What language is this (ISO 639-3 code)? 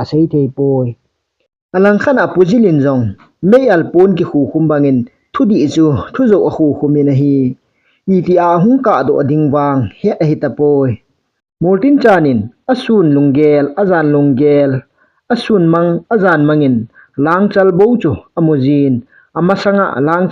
tcz